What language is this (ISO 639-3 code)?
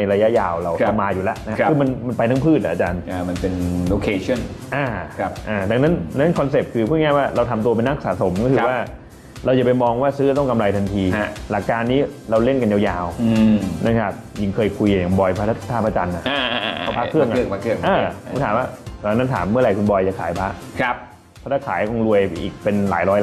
tha